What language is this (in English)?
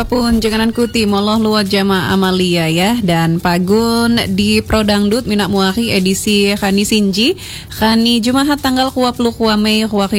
Indonesian